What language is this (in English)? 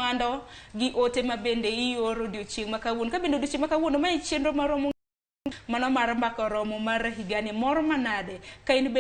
Luo (Kenya and Tanzania)